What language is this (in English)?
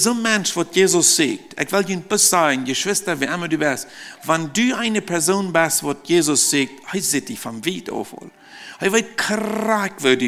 Plautdietsch